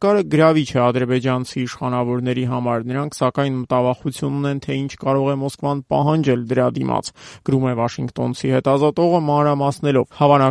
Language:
Armenian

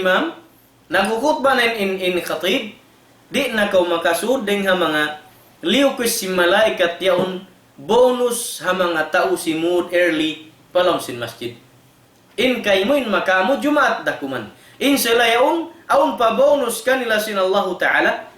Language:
Tausug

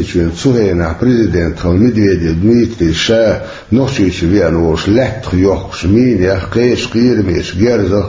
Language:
Chechen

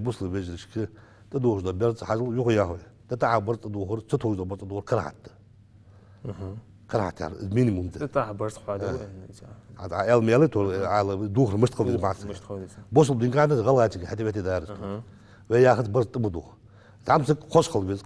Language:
Ingush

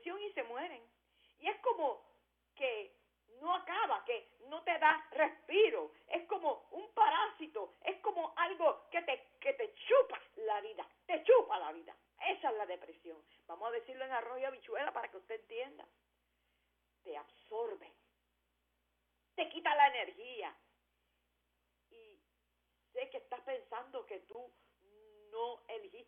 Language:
Spanish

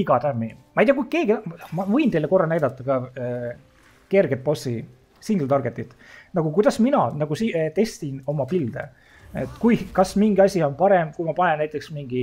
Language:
Estonian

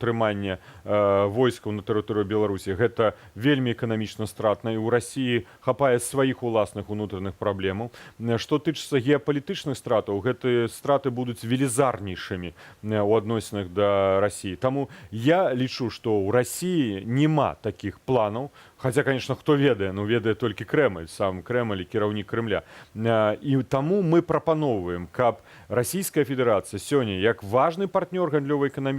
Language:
Belarusian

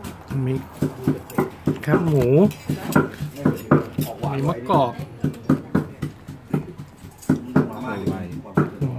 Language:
Thai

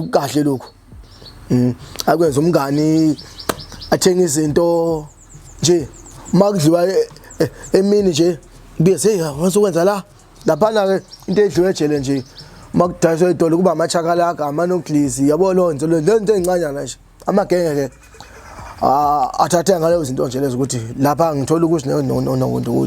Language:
Zulu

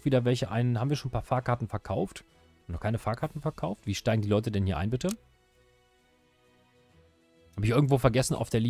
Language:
German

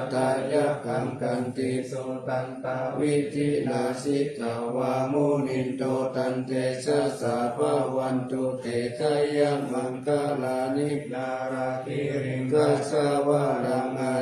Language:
Pali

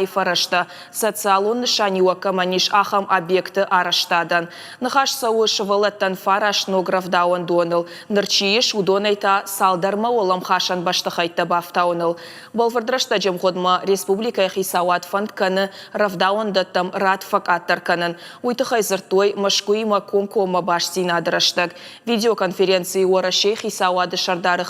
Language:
Ossetic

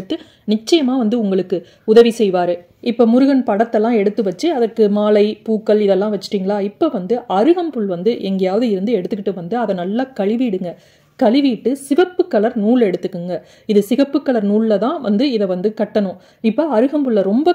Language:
Tamil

